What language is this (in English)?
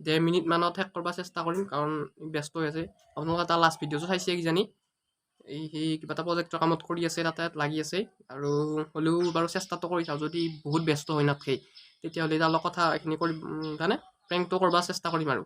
Assamese